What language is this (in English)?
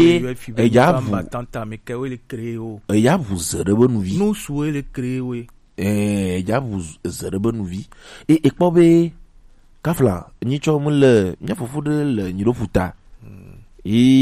Gen